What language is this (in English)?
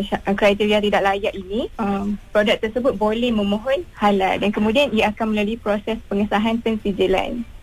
Malay